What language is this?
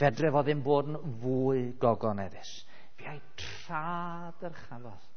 Welsh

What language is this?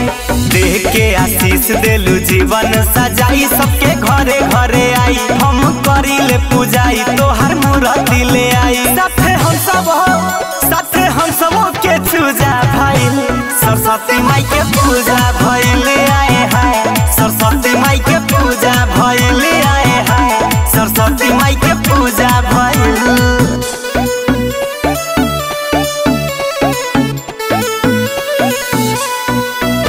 Bhojpuri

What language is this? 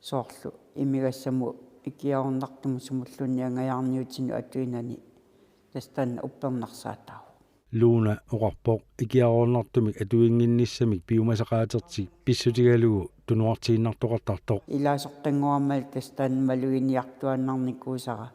Kalaallisut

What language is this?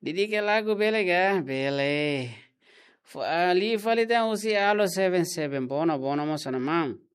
Tetum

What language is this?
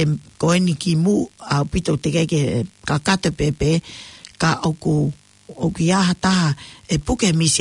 Tongan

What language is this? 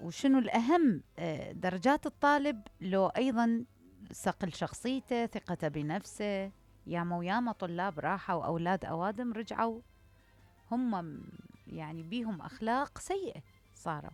Mesopotamian Arabic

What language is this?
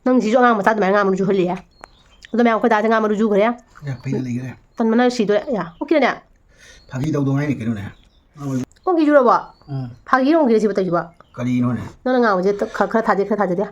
Manipuri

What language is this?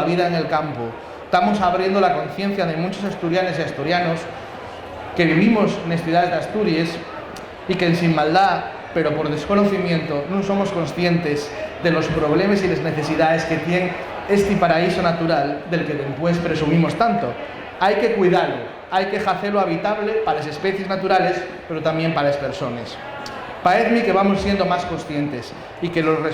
Asturian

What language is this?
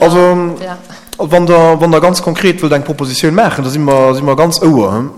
Luxembourgish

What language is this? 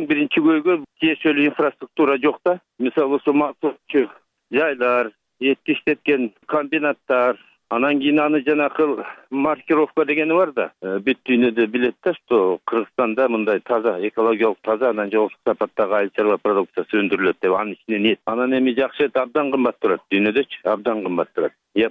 Kyrgyz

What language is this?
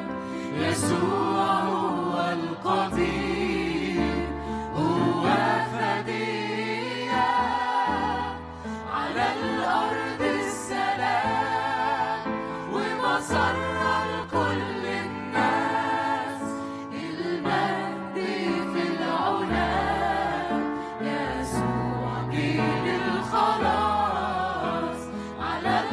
Egyptian Arabic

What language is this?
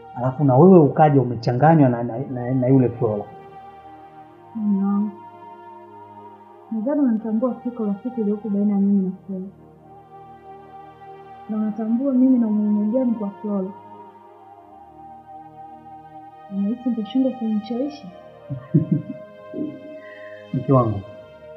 Swahili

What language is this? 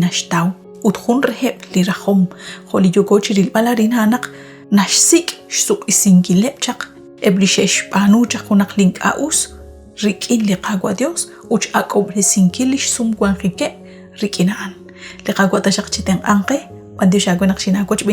Kekchí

